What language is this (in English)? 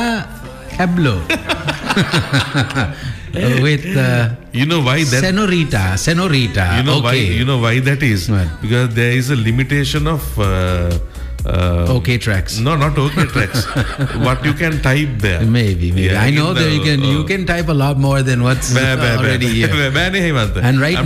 English